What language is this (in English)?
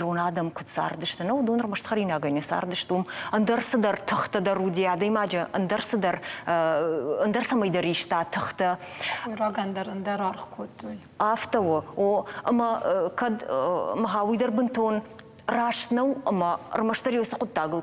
Ossetic